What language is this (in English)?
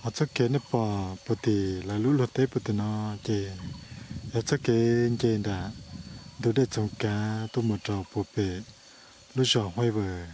Hmong